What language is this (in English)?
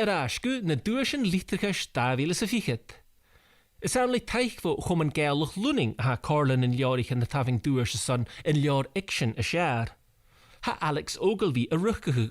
Scottish Gaelic